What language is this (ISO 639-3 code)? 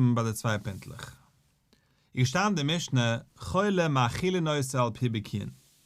yid